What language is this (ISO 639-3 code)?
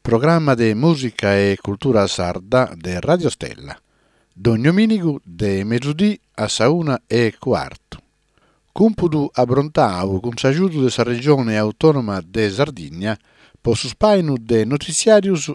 srd